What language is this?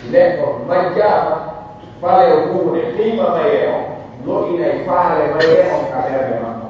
Pular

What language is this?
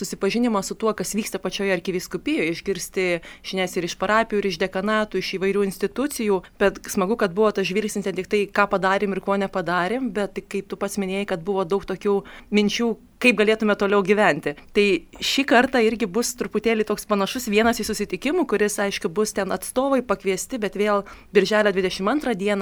Lithuanian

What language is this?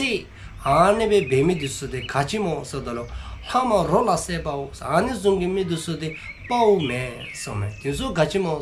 Dzongkha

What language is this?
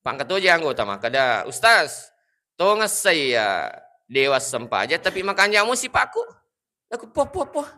Buginese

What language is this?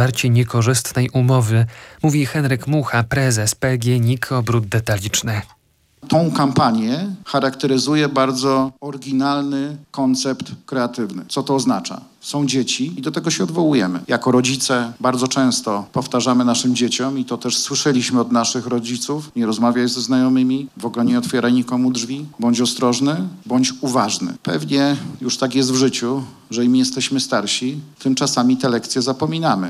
Polish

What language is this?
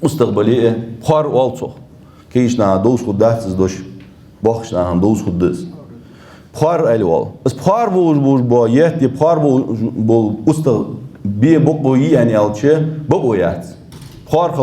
Ingush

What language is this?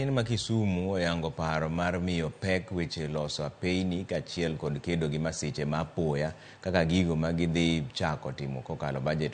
Luo (Kenya and Tanzania)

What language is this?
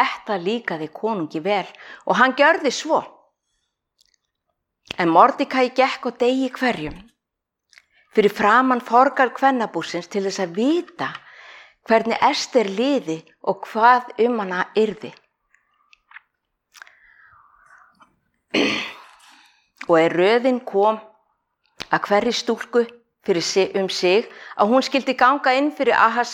Icelandic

